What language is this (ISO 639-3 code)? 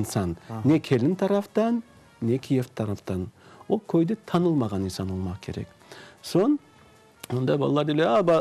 crh